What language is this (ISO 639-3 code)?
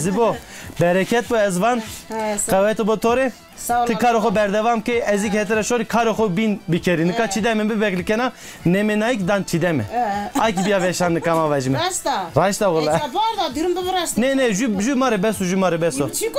zza